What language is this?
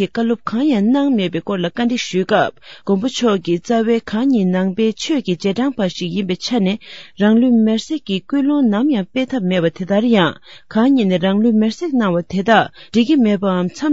Tibetan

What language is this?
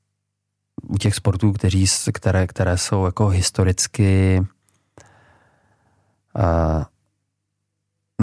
Czech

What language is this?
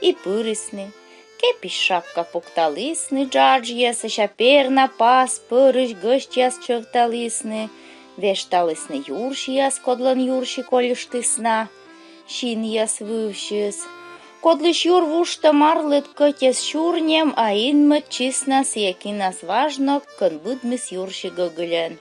Komi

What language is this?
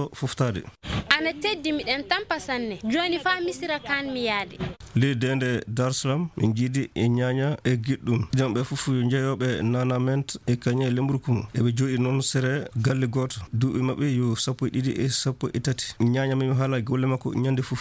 Fula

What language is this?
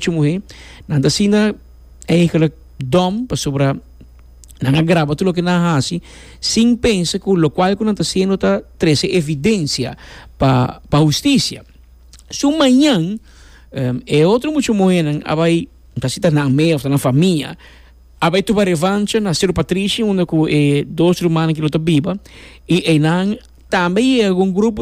Papiamento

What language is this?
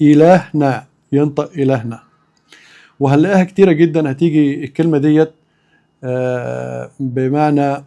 Egyptian Arabic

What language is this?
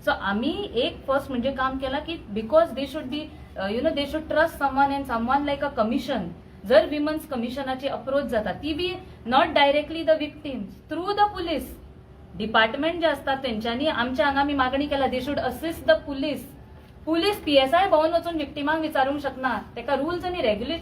Konkani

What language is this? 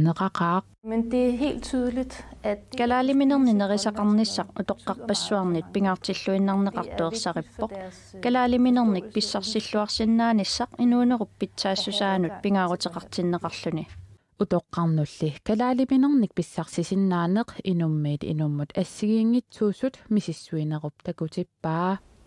Kalaallisut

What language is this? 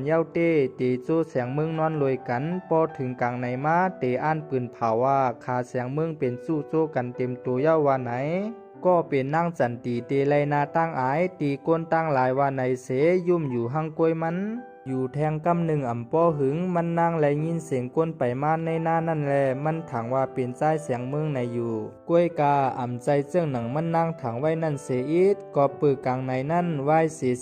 Shan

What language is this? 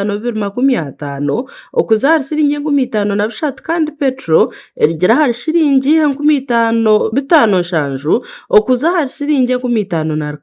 Nyankole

